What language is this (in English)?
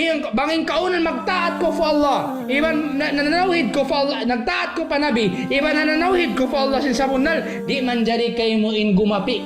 Tausug